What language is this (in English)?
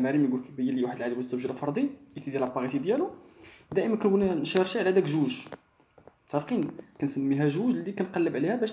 Moroccan Arabic